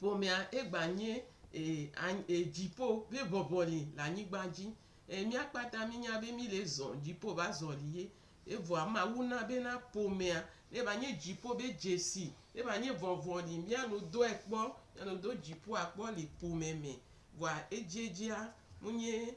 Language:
Gen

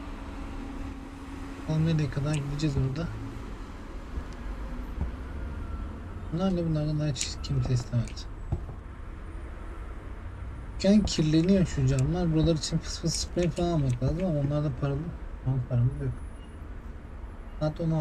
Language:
Turkish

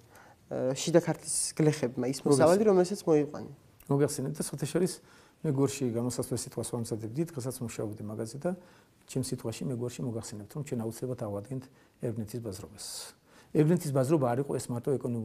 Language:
Georgian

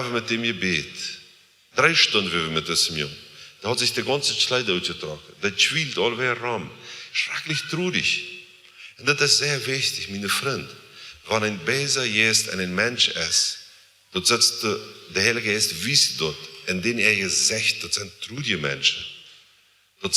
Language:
Plautdietsch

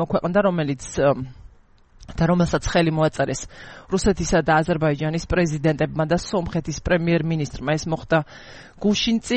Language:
Georgian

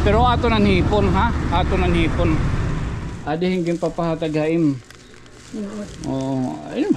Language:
Waray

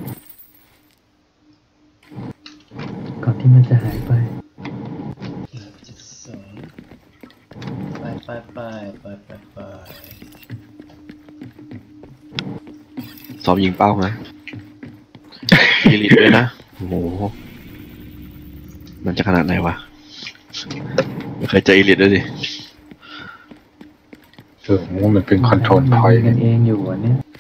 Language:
Thai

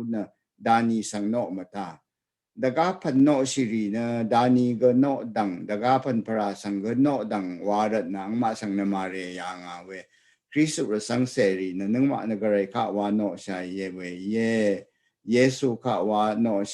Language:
Rawang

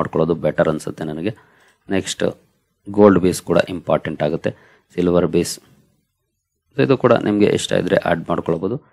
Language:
Kannada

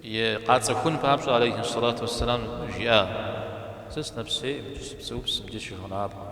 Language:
Kabardian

